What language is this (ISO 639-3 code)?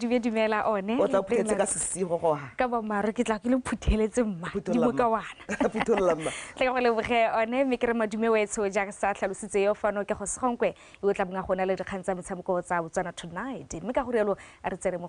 tsn